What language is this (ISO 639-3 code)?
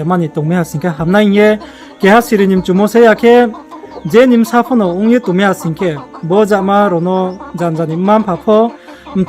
ria